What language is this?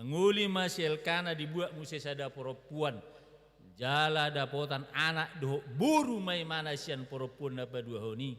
Batak Toba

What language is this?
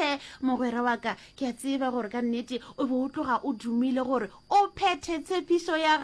Northern Sotho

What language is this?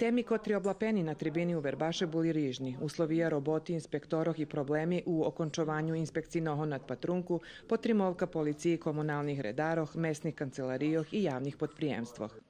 Rusyn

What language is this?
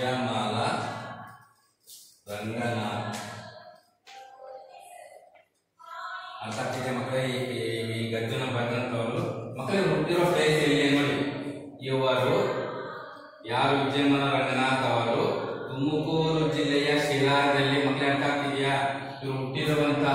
Kannada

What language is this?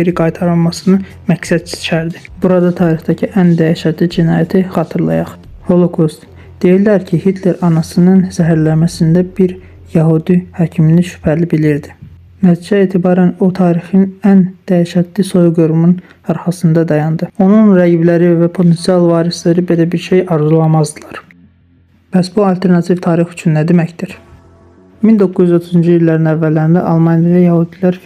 Azerbaijani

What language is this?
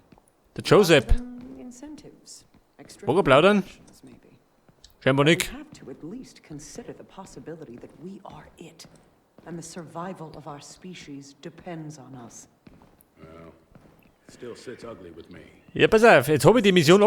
Bavarian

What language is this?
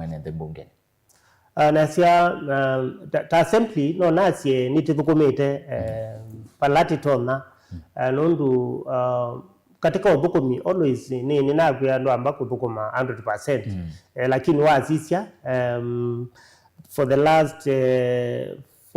Kamba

